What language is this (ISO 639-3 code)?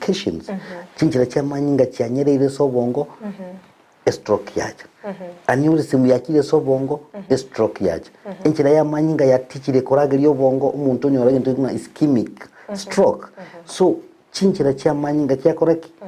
guz